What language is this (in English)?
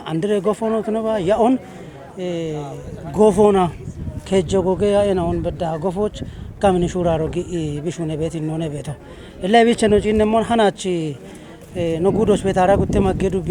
Kafa